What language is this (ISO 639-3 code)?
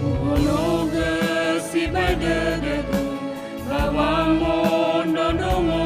nia